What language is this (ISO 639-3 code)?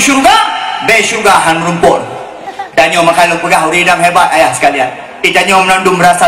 ace